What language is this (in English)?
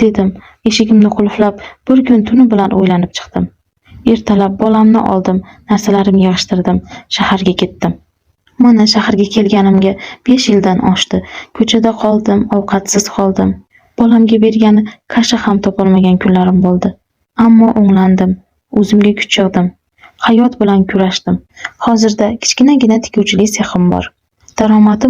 Uzbek